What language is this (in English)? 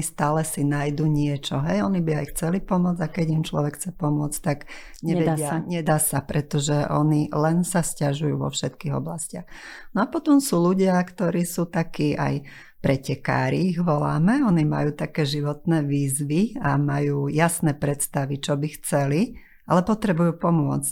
Slovak